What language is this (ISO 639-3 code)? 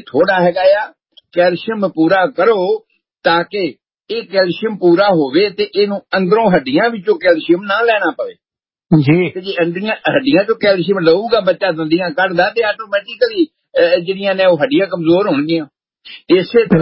pan